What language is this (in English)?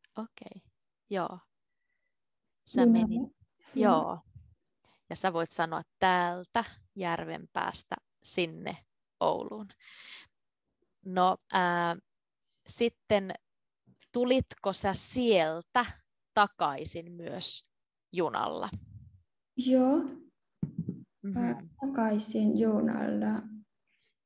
Finnish